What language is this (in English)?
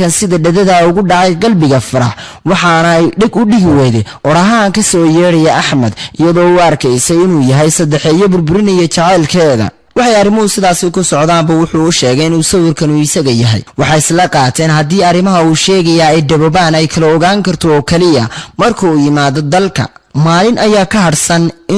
Somali